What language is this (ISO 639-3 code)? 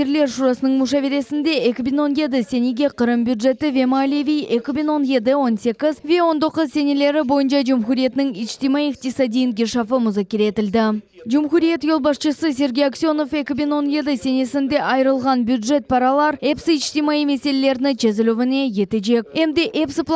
crh